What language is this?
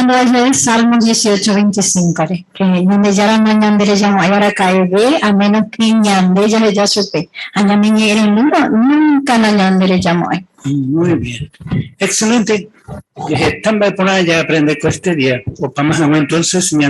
Guarani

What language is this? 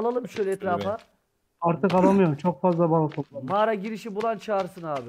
Turkish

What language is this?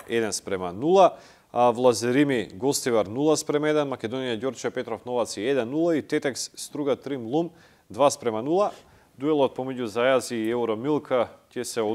Macedonian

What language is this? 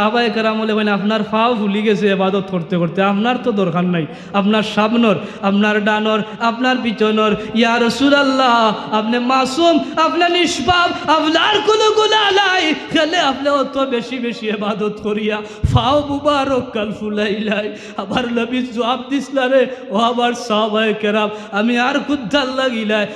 Sylheti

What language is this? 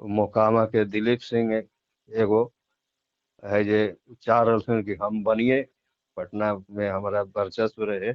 Magahi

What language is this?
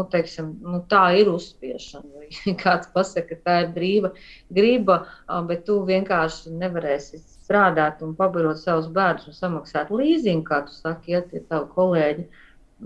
Latvian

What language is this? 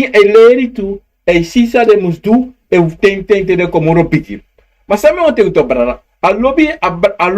Sranan Tongo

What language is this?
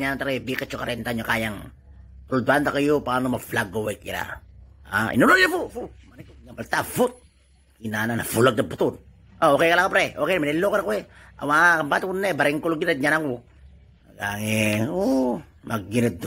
Itawit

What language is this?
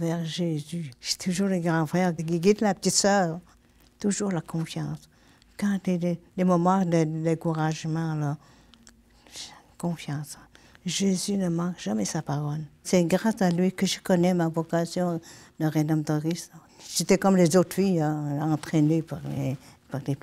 French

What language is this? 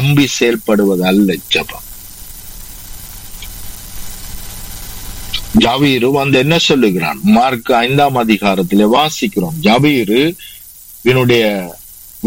Tamil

